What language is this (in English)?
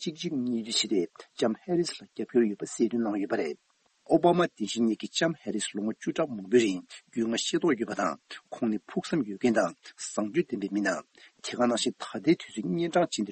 Tibetan